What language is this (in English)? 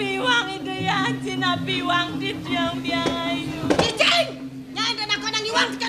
Balinese